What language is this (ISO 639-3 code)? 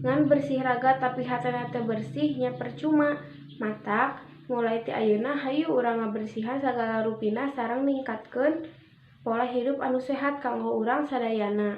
sun